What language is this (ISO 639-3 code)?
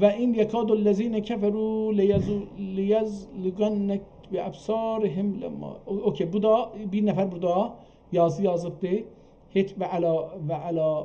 azb